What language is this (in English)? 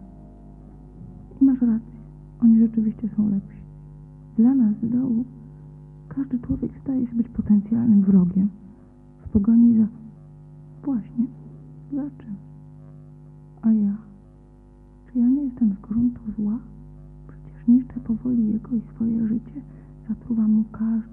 Polish